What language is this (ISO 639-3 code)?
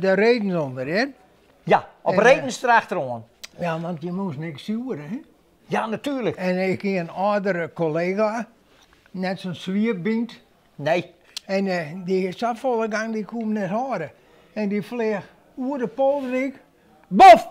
fry